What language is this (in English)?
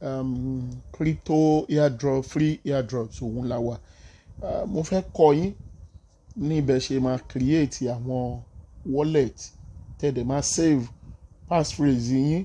Yoruba